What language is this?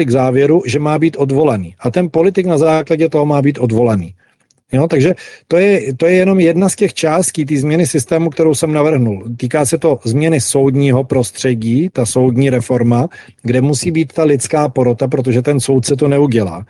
Czech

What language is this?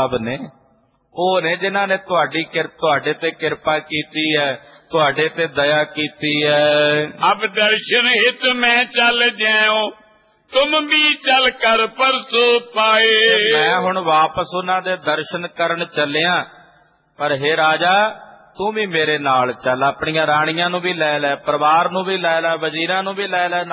Punjabi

